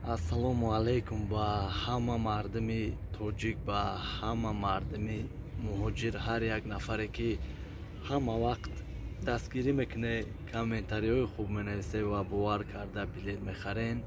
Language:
Tajik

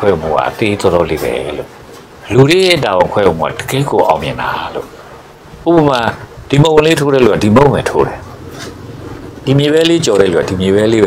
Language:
Burmese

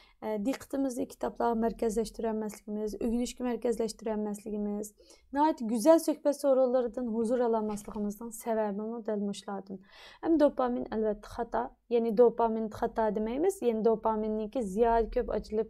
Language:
Uyghur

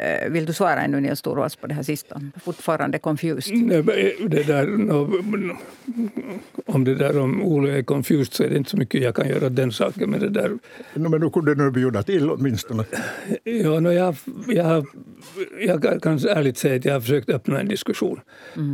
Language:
Swedish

